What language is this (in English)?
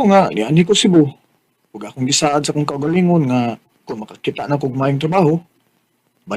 Cebuano